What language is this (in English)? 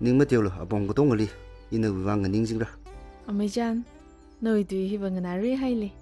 Tangkhul Naga (India)